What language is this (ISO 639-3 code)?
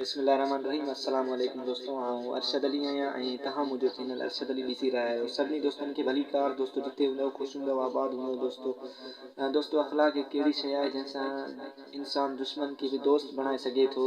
snd